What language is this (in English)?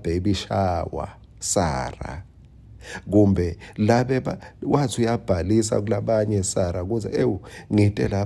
Swati